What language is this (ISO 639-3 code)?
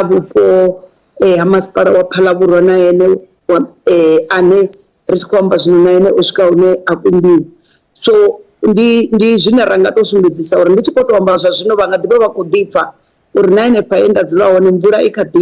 ven